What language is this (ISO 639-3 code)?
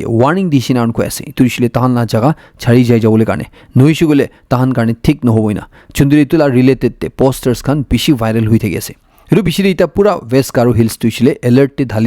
nag